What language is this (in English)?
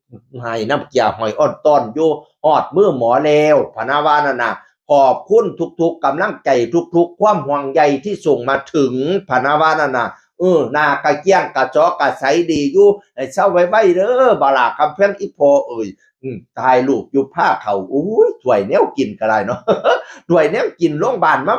Northeastern Thai